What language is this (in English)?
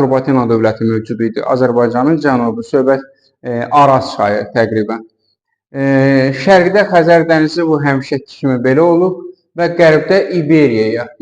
Azerbaijani